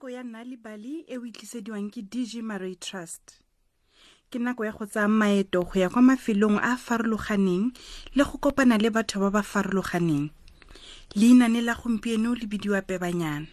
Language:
Tswana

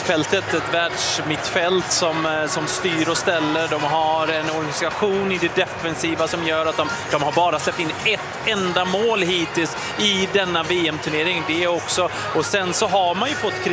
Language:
Swedish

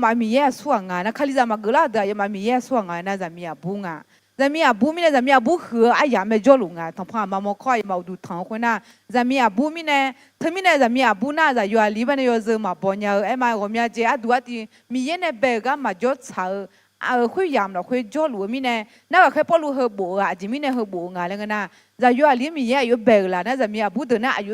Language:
Akha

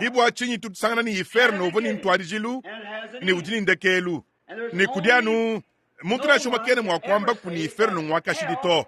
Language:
Luba-Lulua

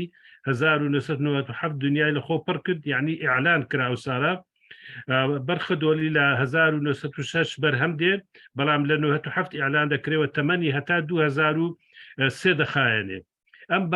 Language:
Central Kurdish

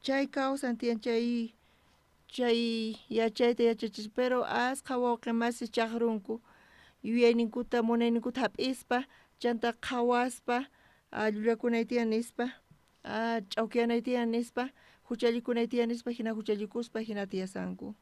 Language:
South Bolivian Quechua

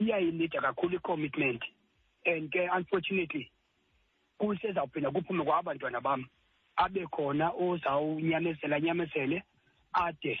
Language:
Xhosa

